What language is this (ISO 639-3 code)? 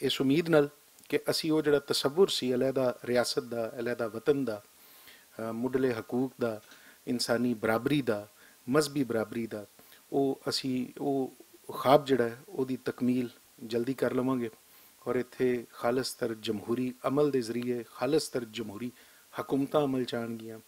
lah